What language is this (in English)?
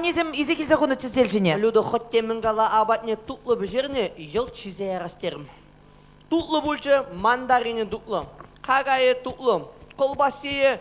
Chuvash